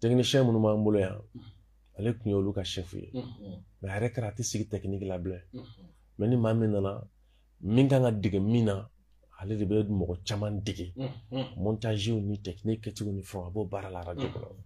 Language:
Bambara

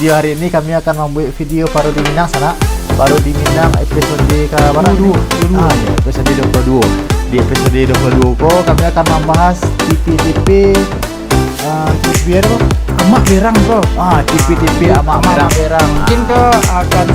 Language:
Minangkabau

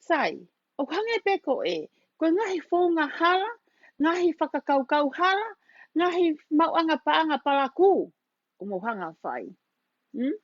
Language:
Tongan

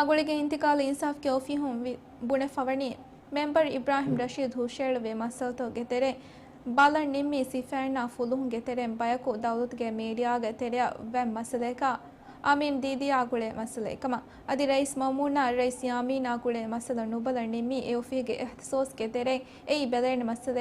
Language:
Divehi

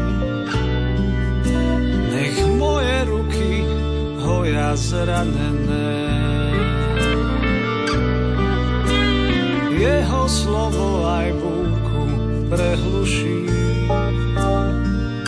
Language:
Slovak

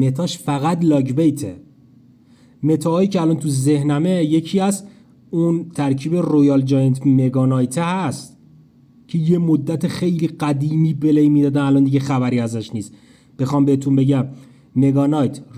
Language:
Persian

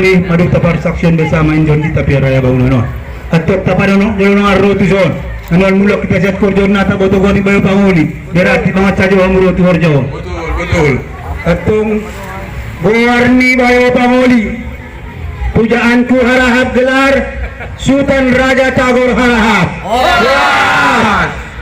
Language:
Batak Angkola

